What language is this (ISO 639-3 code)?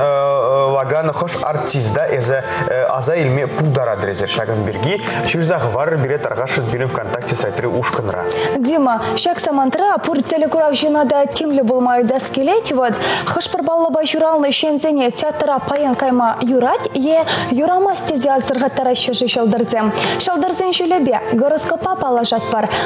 chv